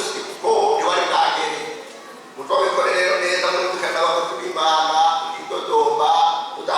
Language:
Rundi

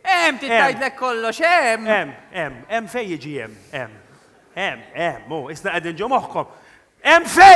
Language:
Maltese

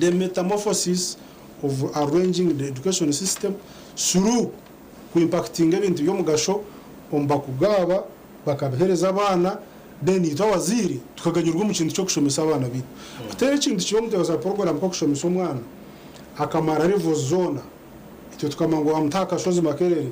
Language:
Nyankole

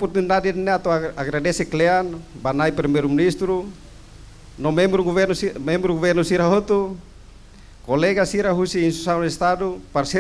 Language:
Tetum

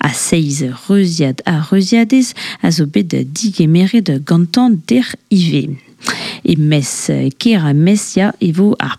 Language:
Breton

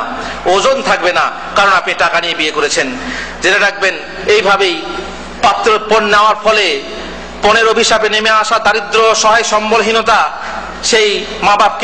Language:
Bangla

